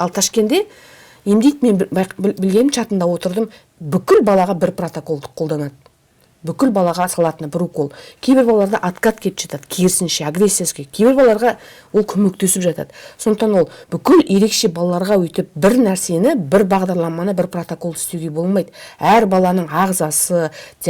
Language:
Kazakh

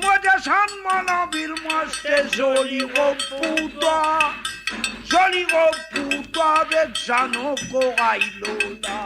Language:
Morisyen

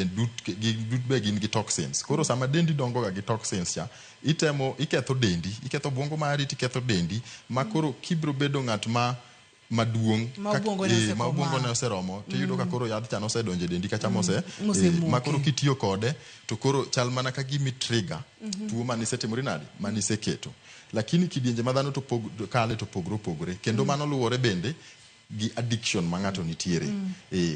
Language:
Luo (Kenya and Tanzania)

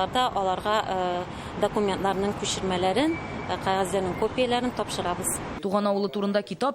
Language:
Tatar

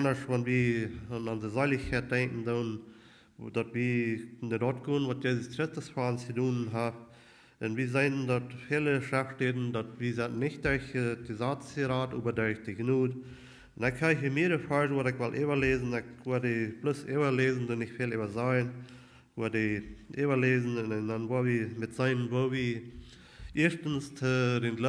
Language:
Plautdietsch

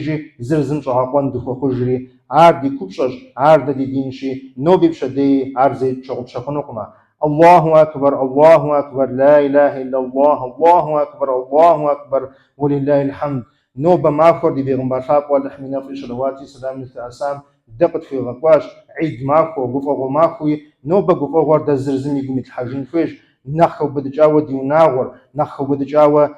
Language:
Kabardian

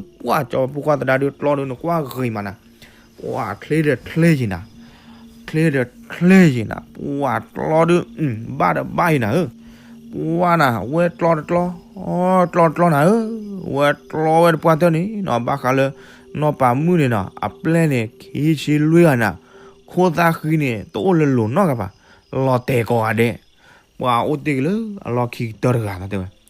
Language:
S'gaw Karen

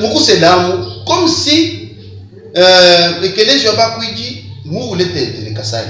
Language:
Luba-Lulua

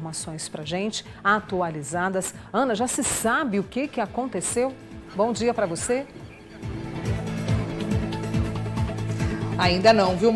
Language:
Portuguese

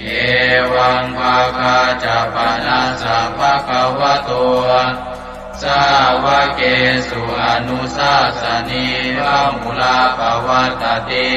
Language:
Pali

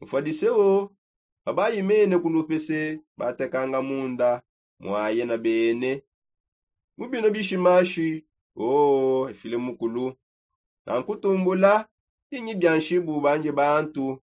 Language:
Songe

